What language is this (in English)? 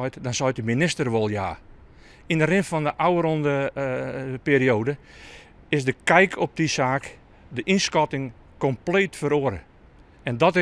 Western Frisian